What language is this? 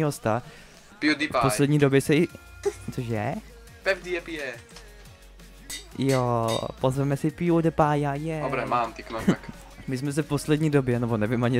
Czech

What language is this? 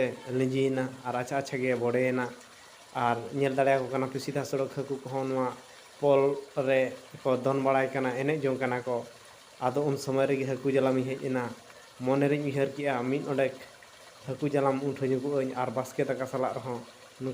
Santali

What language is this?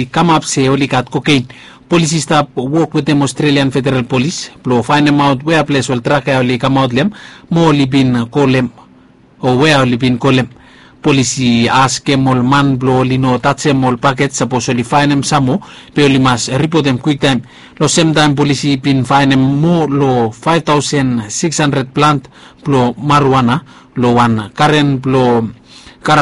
Bislama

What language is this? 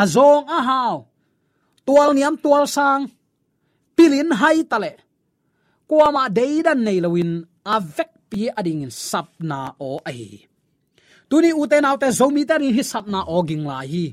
Tedim Chin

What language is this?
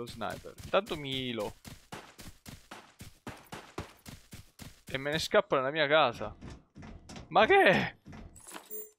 Italian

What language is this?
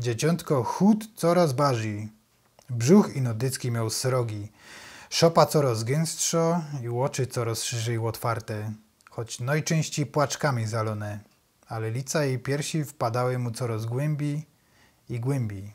Silesian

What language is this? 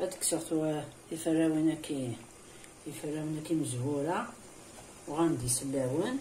Kabyle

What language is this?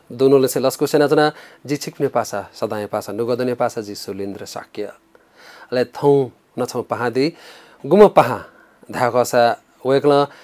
Newari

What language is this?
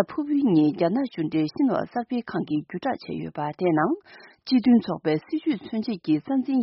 Tibetan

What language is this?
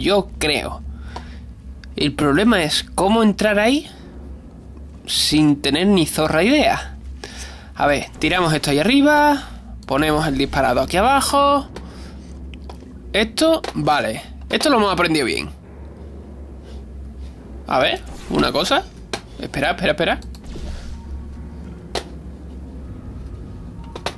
Spanish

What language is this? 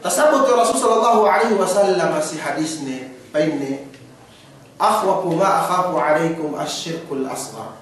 Yakan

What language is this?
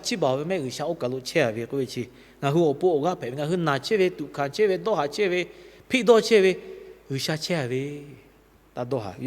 Lahu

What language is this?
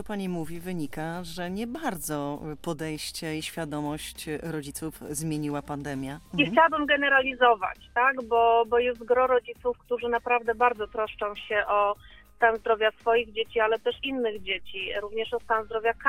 Polish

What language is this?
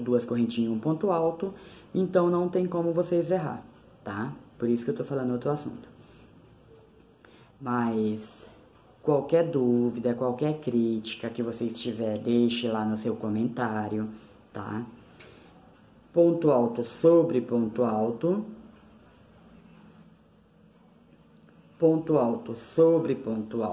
Portuguese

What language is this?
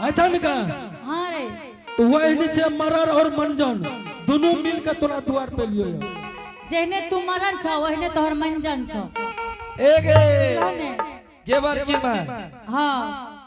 Angika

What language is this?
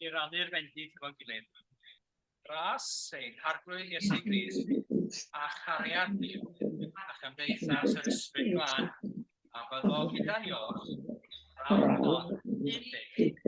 Welsh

